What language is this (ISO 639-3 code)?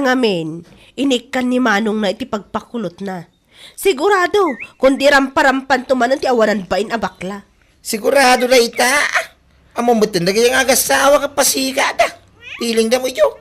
ilo